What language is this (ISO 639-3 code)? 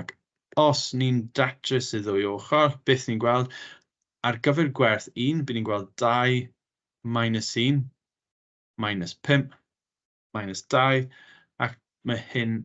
cym